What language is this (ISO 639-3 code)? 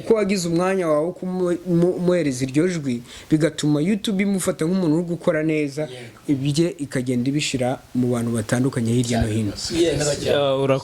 kin